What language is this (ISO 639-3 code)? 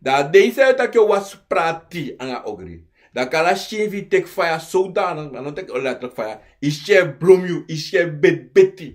srn